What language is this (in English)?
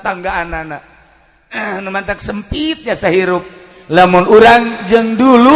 Sundanese